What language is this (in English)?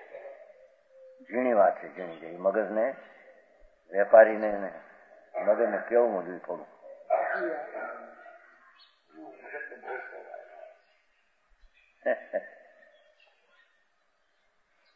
Gujarati